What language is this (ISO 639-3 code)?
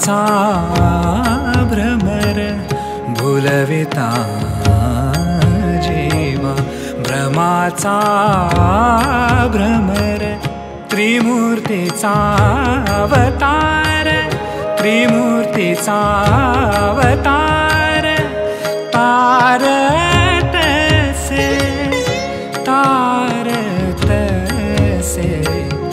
mar